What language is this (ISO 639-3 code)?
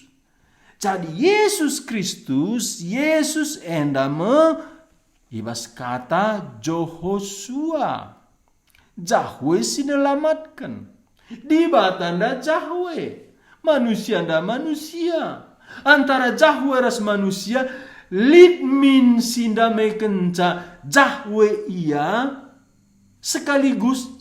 btx